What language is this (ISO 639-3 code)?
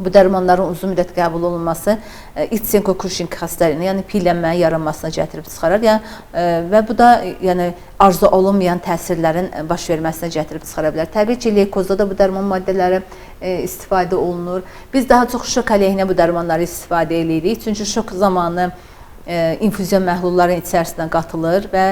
aze